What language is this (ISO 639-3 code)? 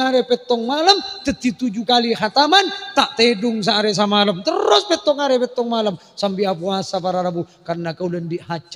mad